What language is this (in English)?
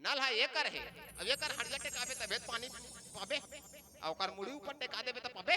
Chhattisgarhi